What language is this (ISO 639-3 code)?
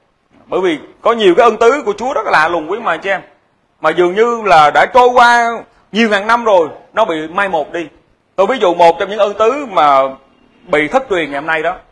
vie